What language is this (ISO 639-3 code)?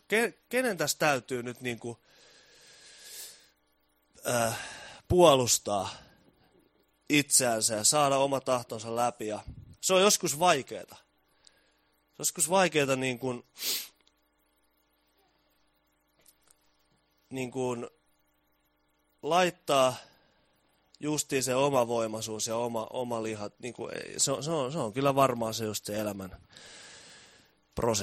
fin